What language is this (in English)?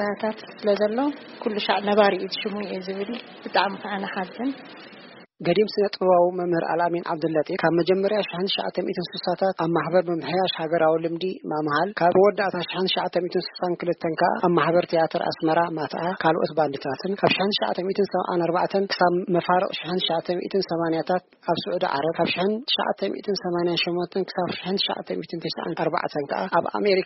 Tigrinya